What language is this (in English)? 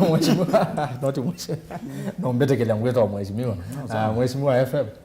Kamba